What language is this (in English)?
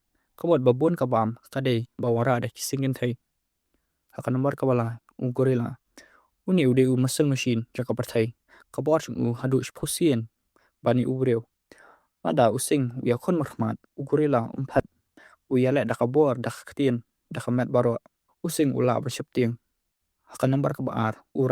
Khasi